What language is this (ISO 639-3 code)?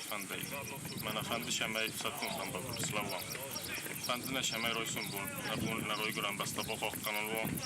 oss